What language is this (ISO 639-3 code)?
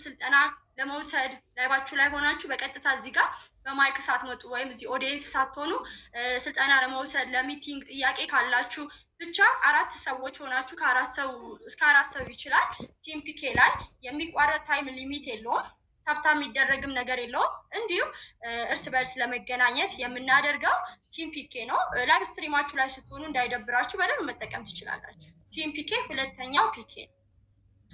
amh